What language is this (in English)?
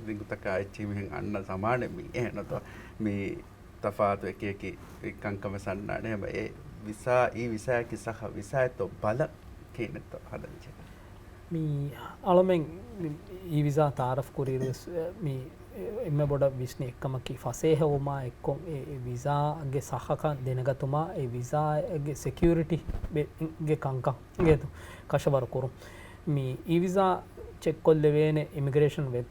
Divehi